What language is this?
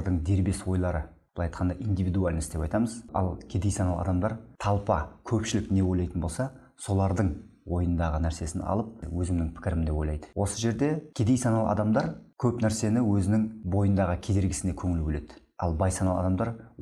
Kazakh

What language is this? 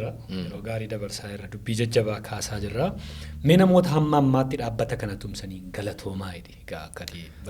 Oromo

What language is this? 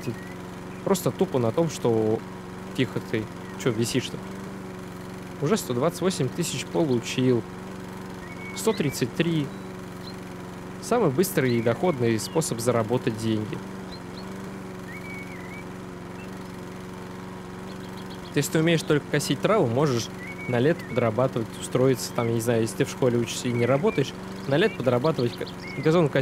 Russian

